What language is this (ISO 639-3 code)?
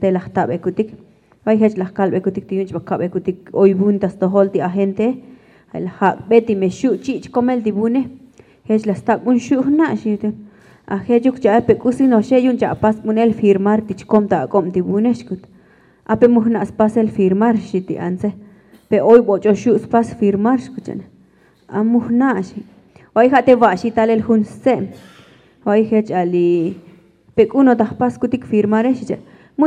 tzo